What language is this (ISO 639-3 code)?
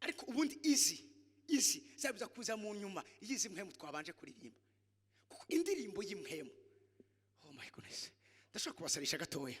run